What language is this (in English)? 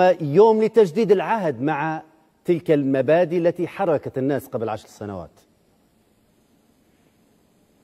Arabic